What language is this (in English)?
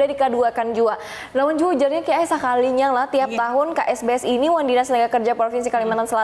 Banjar